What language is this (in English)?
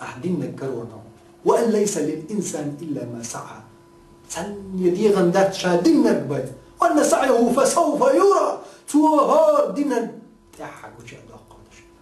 Chechen